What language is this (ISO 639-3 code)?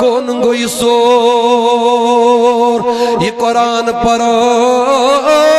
kas